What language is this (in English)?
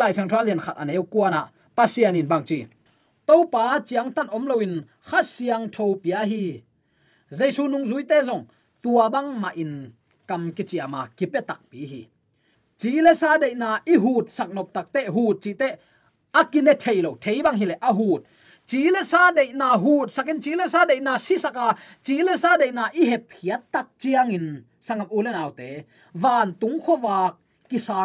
Tedim Chin